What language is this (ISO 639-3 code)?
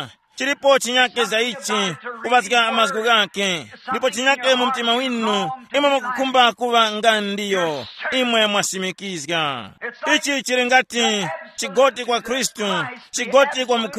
tum